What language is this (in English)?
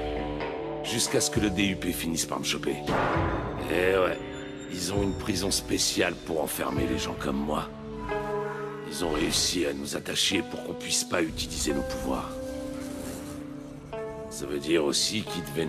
French